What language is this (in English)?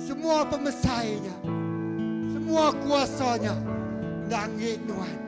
Iban